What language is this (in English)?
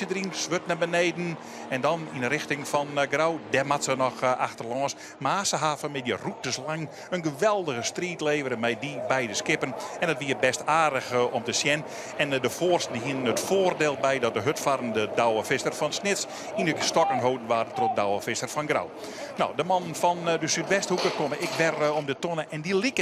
Western Frisian